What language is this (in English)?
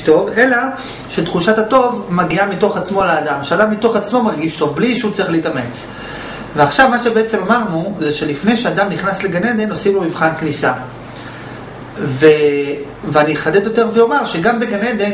Hebrew